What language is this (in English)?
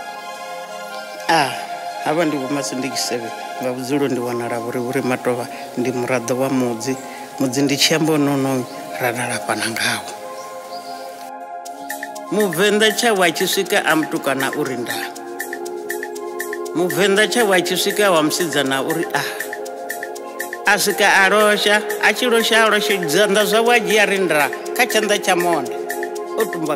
Venda